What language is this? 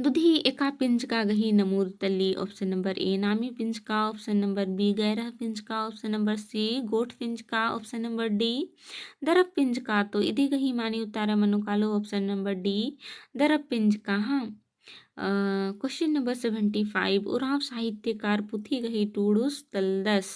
Kurukh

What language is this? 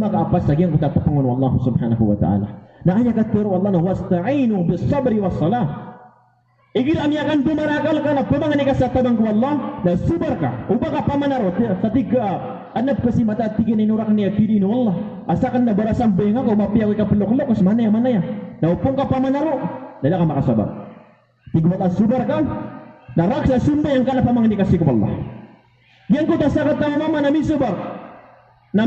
Maranao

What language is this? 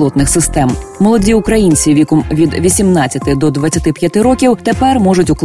Ukrainian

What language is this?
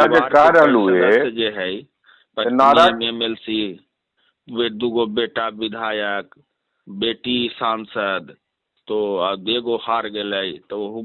Magahi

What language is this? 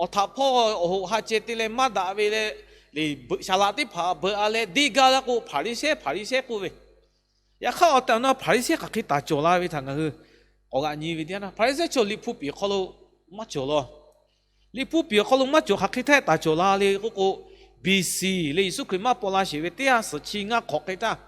Lahu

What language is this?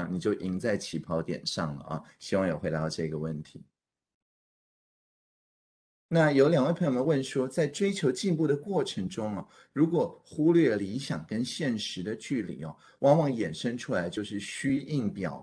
Chinese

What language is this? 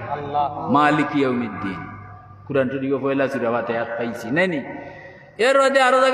Sylheti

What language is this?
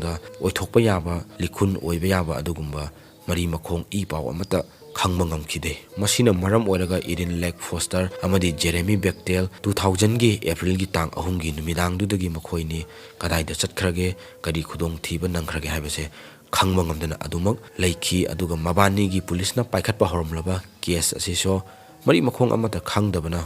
Manipuri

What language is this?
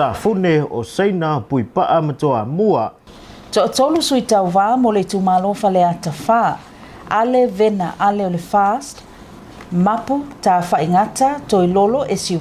Samoan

